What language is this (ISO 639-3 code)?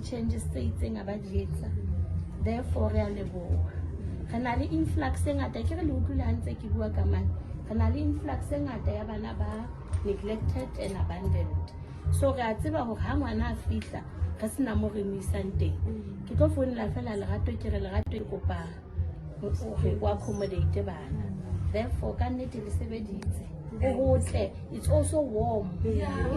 sot